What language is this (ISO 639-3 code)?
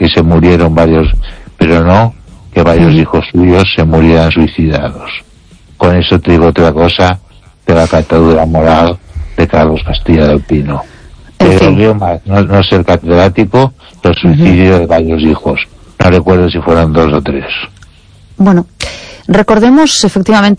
spa